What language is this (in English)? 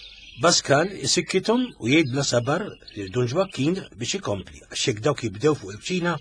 Maltese